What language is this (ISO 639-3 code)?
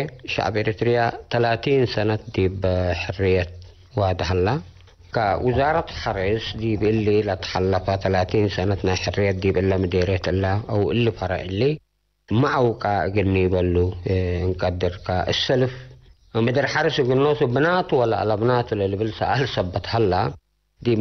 tig